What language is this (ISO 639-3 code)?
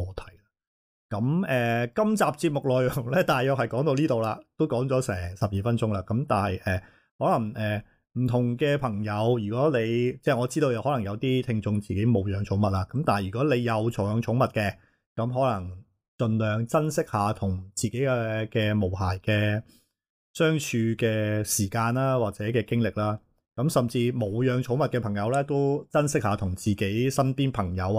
yue